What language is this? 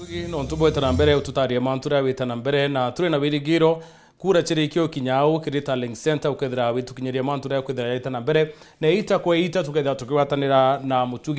Meru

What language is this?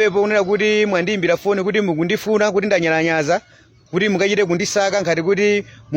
Nyanja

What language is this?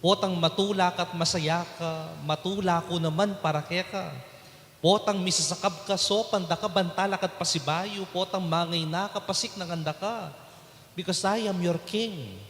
Pampanga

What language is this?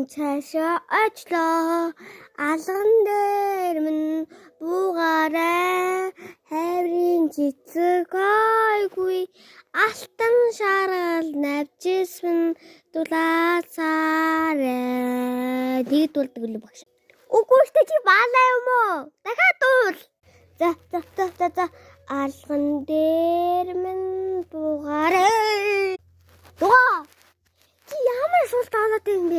Mongolian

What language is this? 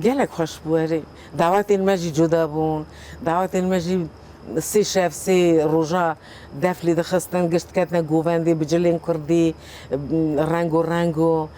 Kurdish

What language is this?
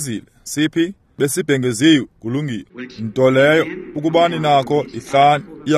Xhosa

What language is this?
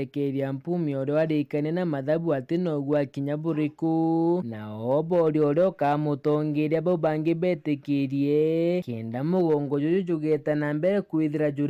Meru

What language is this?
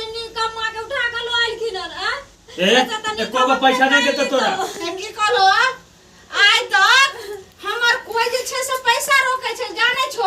Maithili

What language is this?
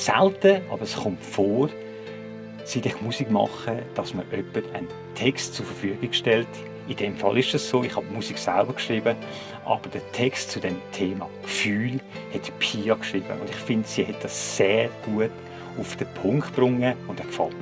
Swiss German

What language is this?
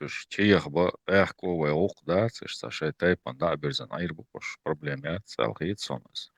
Chechen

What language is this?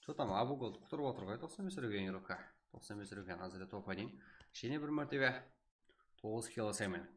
Kara-Kalpak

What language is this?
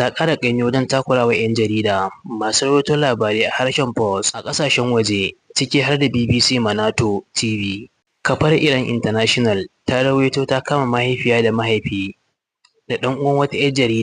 Hausa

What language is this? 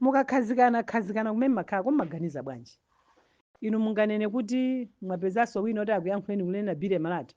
Nyanja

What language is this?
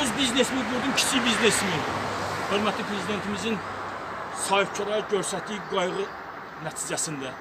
Azerbaijani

